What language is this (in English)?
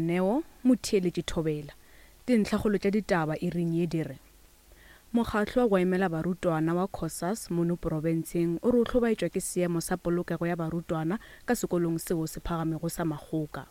Northern Sotho